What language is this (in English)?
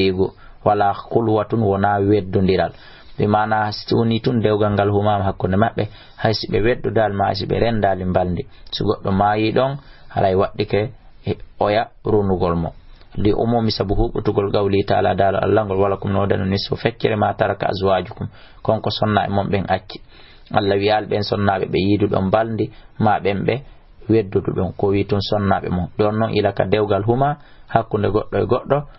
Fula